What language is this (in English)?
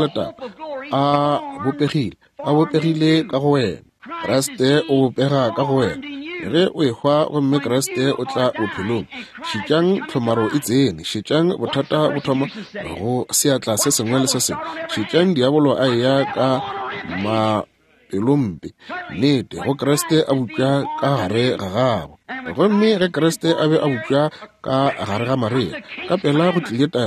Northern Sotho